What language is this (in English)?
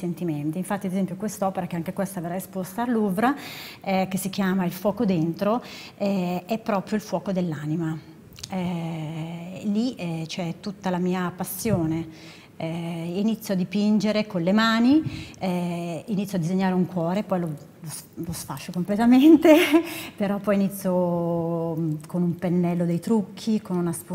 Italian